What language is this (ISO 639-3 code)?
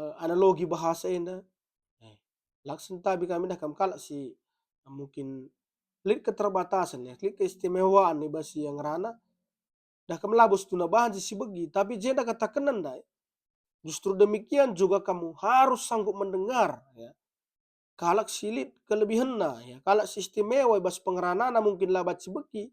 btx